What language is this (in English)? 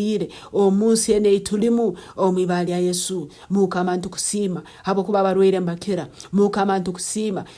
Nyankole